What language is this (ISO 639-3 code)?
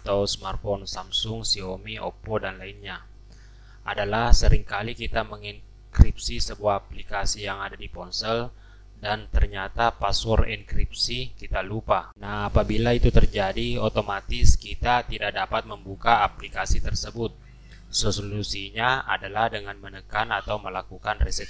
ind